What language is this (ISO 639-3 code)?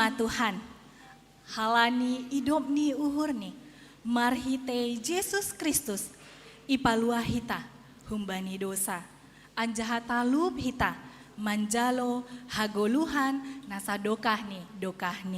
bts